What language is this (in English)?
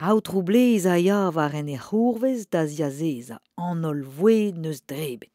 Breton